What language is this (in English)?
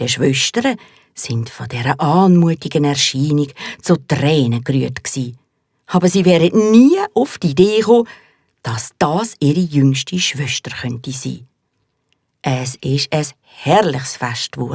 Swiss German